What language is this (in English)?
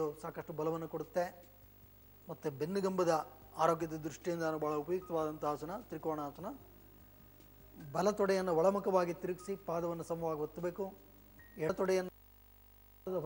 Kannada